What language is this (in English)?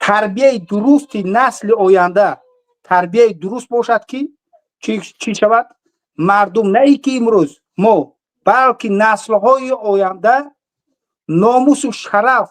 Tajik